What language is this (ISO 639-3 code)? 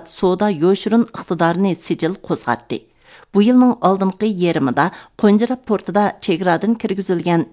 uig